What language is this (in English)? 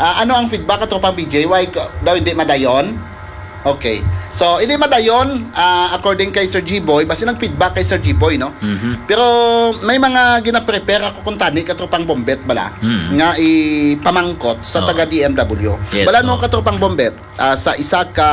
Hiligaynon